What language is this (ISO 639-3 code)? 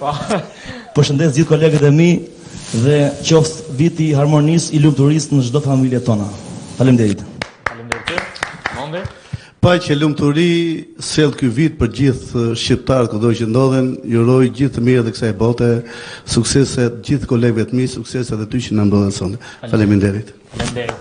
sqi